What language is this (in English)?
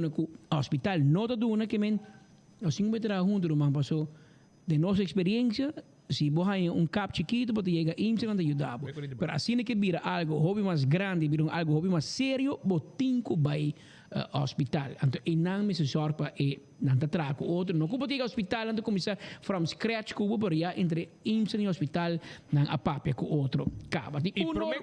Papiamento